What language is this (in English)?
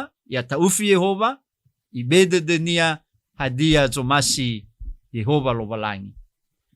Nias